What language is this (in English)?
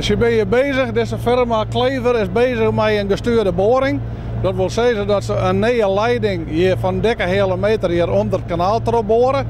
Western Frisian